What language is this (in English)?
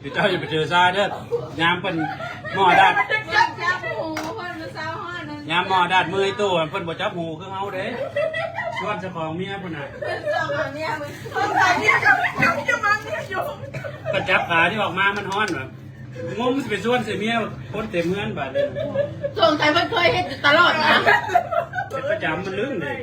Northeastern Thai